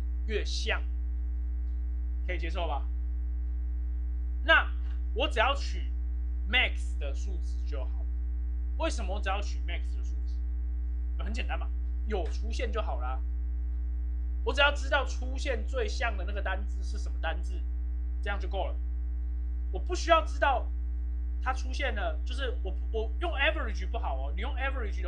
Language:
Chinese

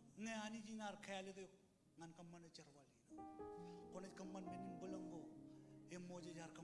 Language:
Marshallese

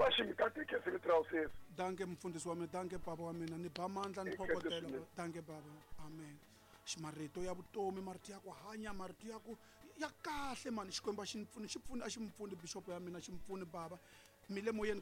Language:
Tsonga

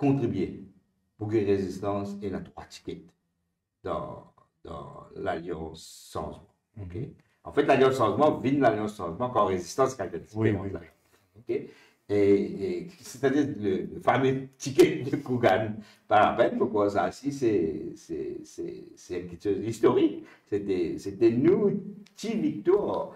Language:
Morisyen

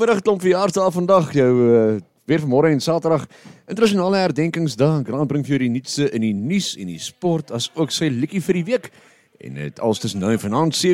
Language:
Afrikaans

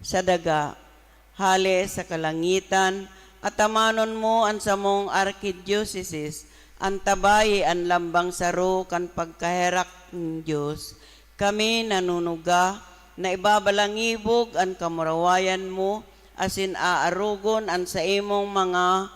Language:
Bikol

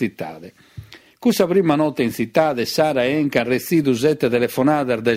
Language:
Sardinian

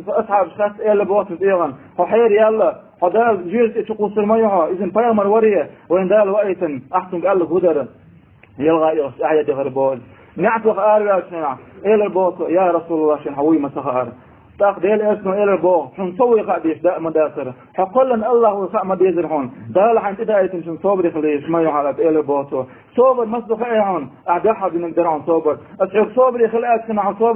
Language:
Chechen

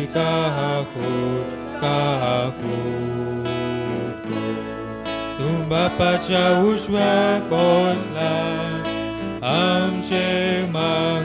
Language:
Konkani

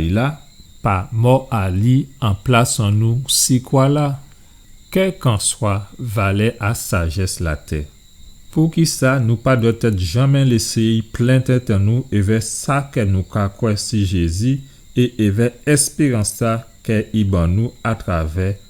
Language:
Guadeloupean Creole French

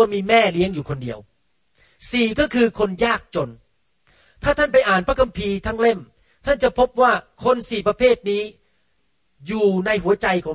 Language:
Thai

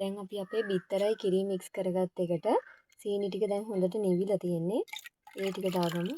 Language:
Sinhala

